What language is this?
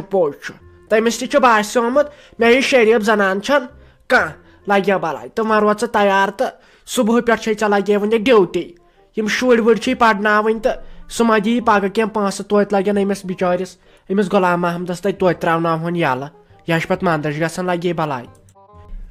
Kashmiri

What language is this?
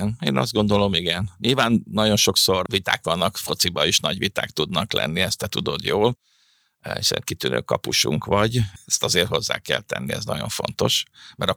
Hungarian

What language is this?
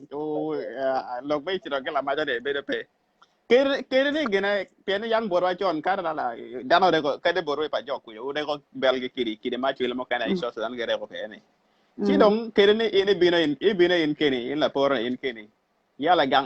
Acoli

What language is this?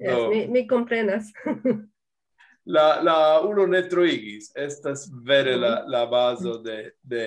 Esperanto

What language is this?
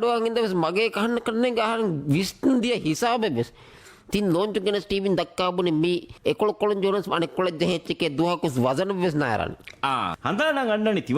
Divehi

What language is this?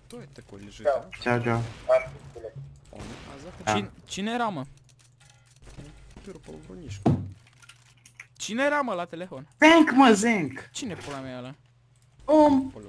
Romanian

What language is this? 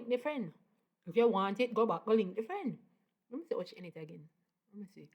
Jamaican Creole English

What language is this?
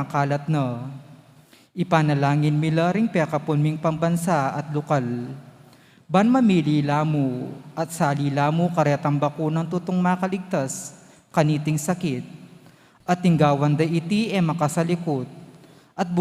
Pampanga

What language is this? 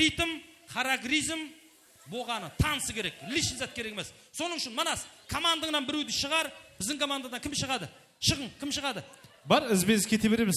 Kara-Kalpak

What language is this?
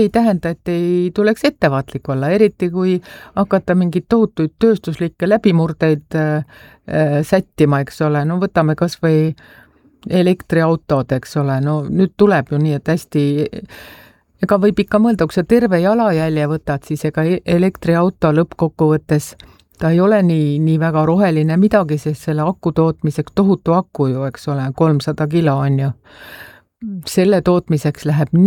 Estonian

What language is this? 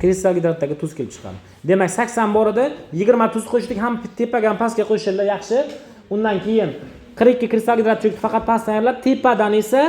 Uzbek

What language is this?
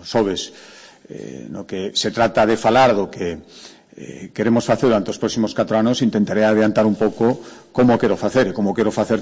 Galician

